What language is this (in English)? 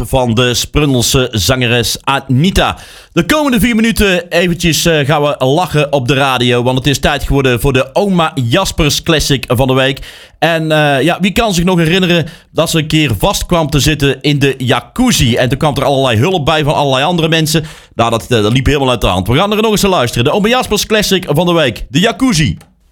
Dutch